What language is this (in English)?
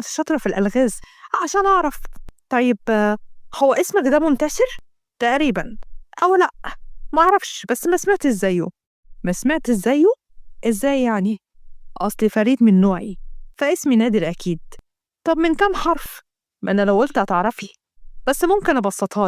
Egyptian Arabic